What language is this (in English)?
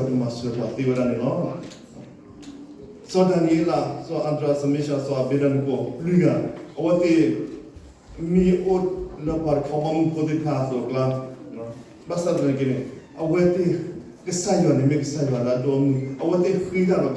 S'gaw Karen